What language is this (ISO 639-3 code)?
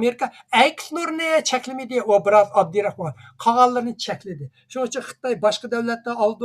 uig